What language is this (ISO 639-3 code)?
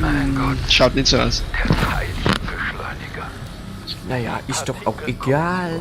bar